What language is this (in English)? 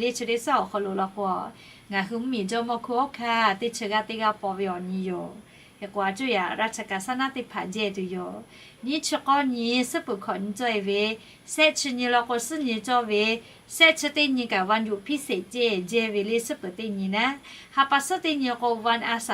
Lahu